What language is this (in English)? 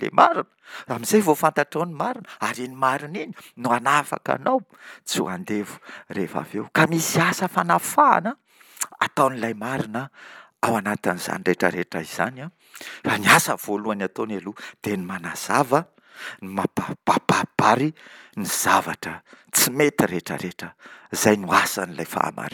Malagasy